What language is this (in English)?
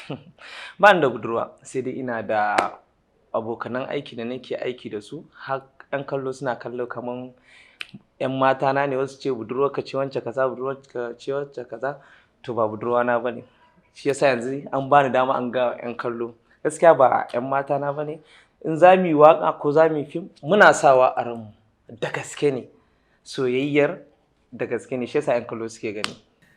Hausa